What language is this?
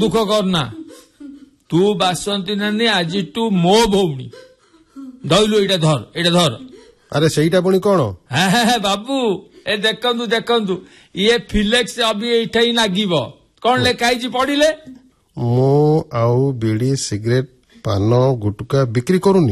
Odia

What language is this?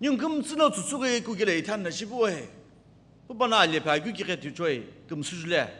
Sumi Naga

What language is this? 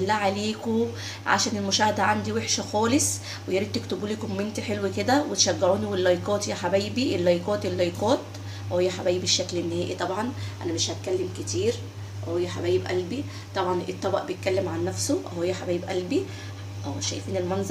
Egyptian Arabic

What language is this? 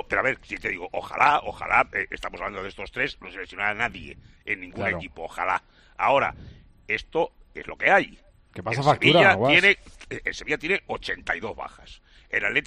Spanish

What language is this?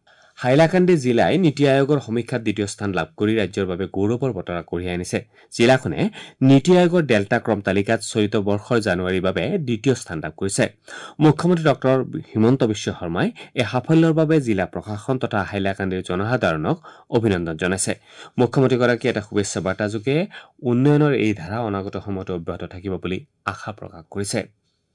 Assamese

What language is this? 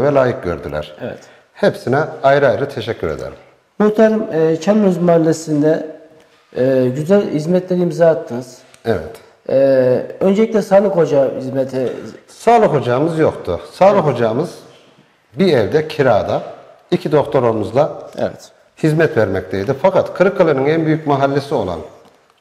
Turkish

